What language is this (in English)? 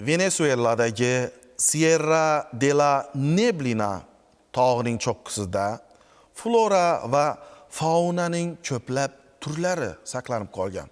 Uzbek